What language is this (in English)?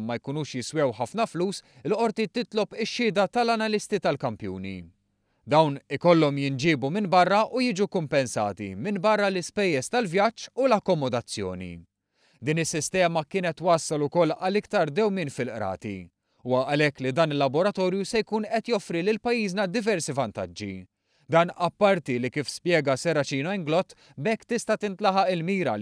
Maltese